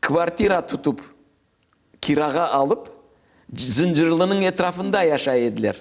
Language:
Crimean Tatar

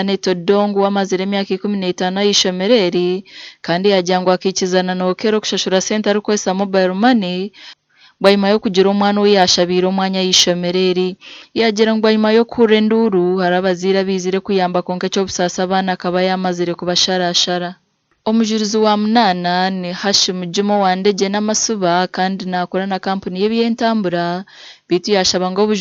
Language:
Nyankole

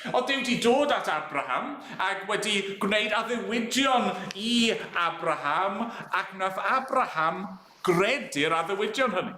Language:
Welsh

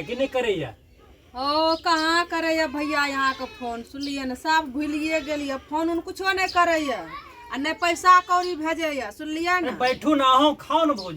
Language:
Maithili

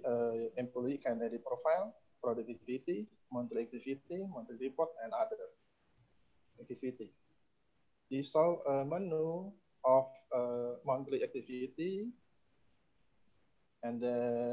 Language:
English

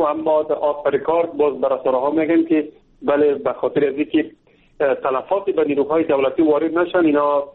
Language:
Persian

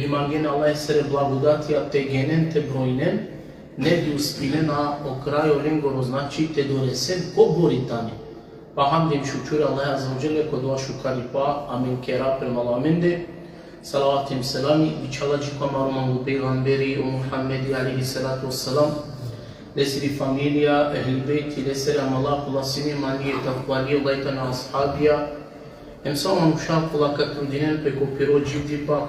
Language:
Balkan Romani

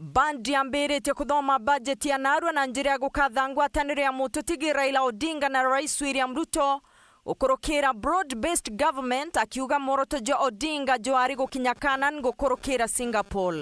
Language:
Meru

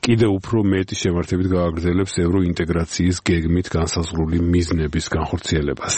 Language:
Georgian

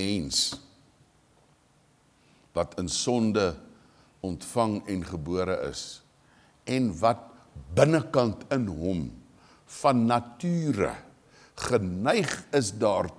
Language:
Afrikaans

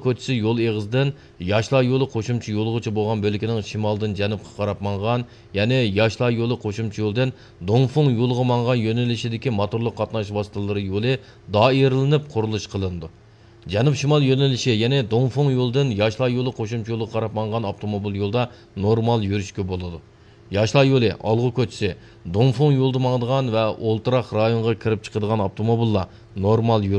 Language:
Uyghur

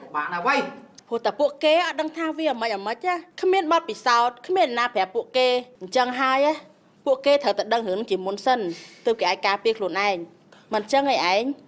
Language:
Khmer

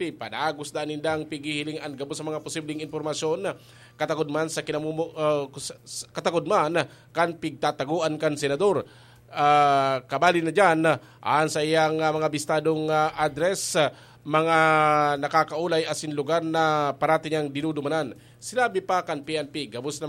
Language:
Bikol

